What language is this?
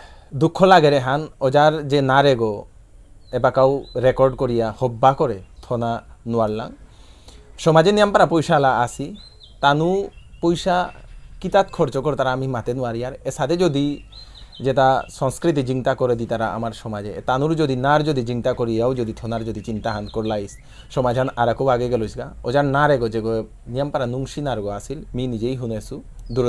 Bishnupriya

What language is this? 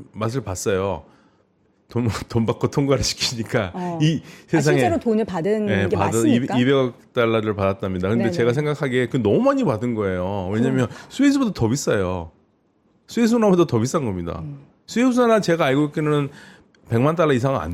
Korean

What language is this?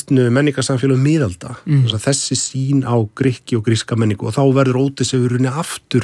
Icelandic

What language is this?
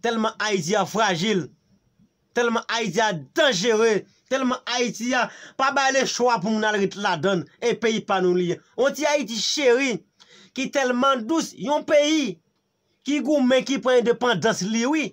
Haitian Creole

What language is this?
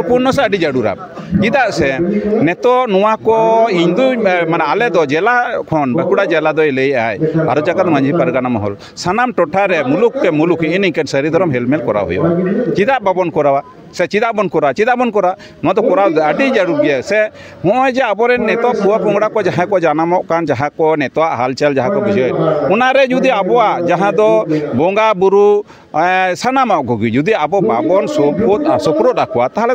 Santali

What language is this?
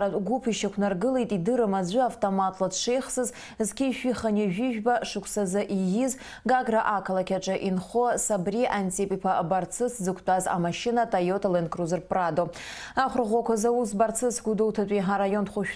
Abkhazian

